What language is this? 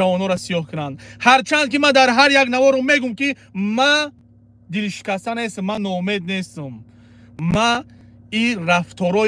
Tajik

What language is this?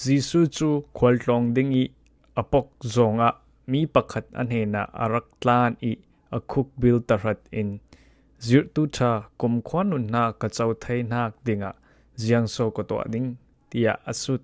Falam Chin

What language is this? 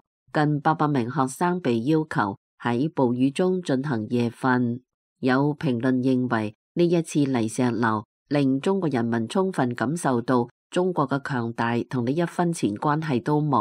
Cantonese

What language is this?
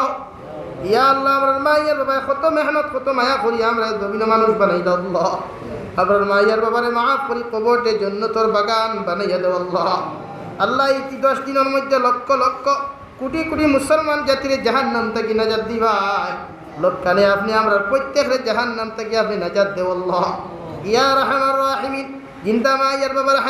Sylheti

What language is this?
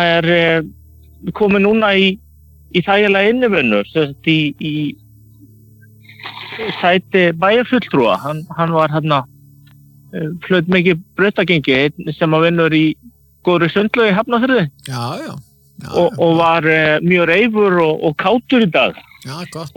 Icelandic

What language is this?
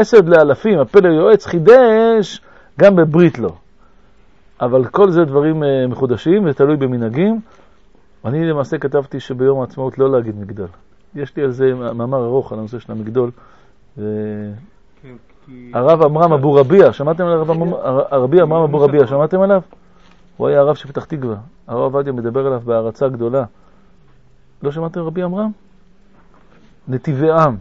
Hebrew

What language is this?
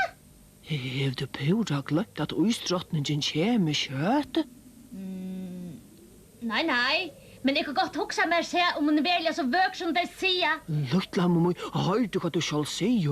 Faroese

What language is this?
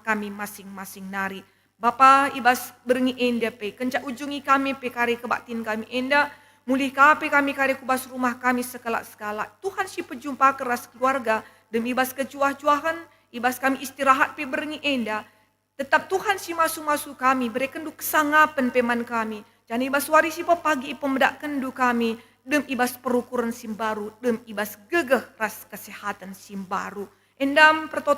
Batak Karo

